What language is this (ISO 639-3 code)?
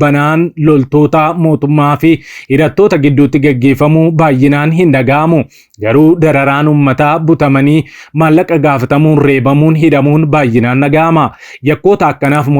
orm